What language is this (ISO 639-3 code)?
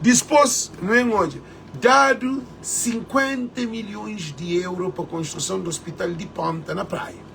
kea